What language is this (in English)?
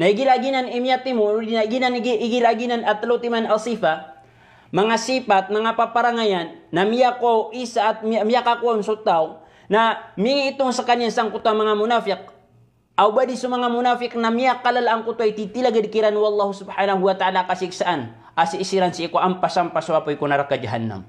Maranao